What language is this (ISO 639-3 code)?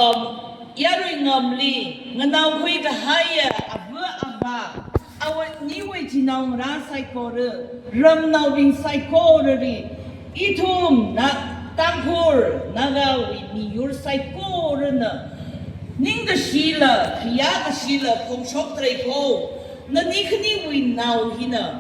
nmf